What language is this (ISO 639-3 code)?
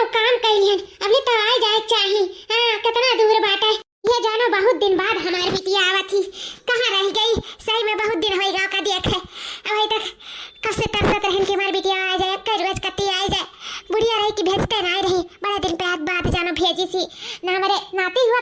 awa